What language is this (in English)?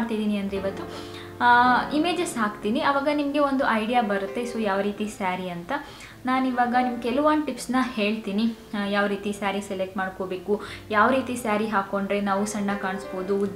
Kannada